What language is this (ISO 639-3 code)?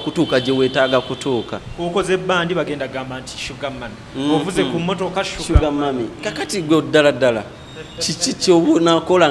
lug